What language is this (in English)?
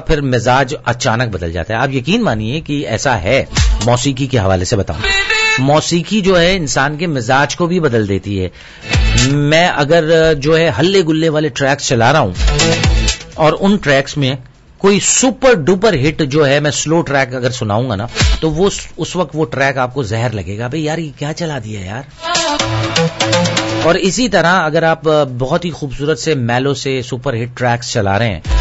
Urdu